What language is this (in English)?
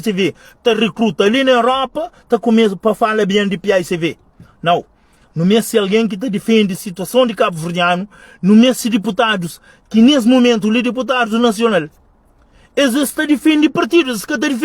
Kabuverdianu